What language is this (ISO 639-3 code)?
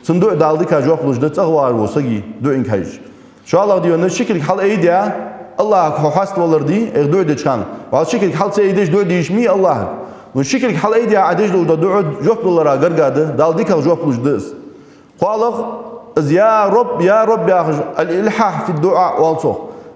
inh